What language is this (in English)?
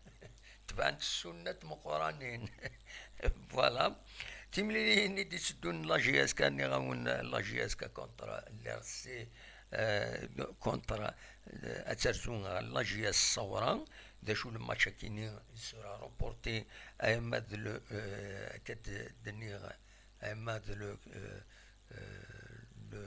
Kabyle